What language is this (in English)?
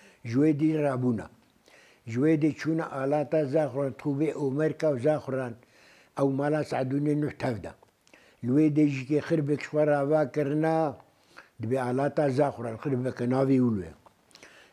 Kurdish